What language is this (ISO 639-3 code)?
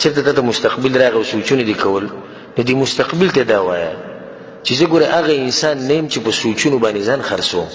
pus